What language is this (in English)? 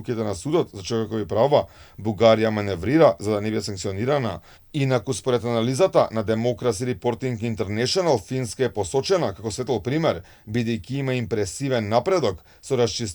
Macedonian